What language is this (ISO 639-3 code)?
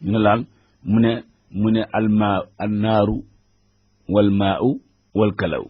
wol